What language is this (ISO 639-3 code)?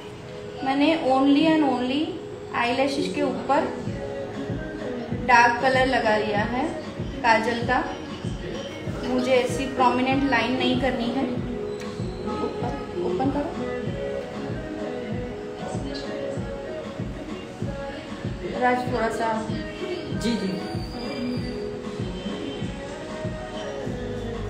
hin